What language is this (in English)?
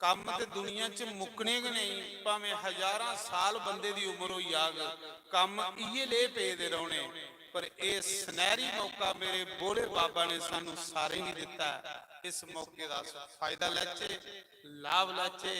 Dogri